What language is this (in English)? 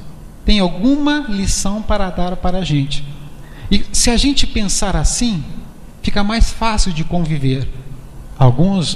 Portuguese